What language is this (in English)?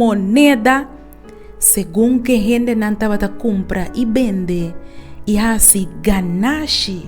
Papiamento